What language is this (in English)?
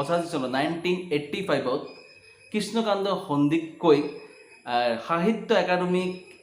Assamese